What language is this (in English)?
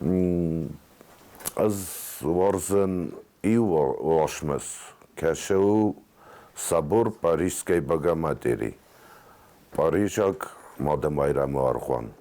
Ossetic